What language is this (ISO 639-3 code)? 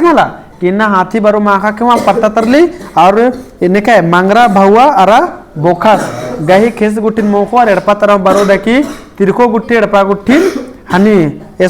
kru